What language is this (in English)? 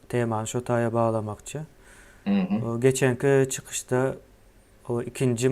Turkmen